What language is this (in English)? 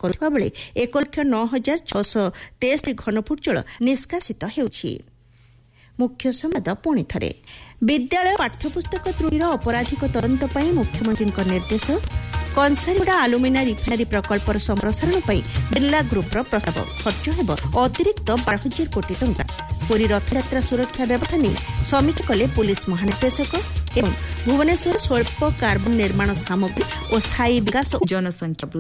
Odia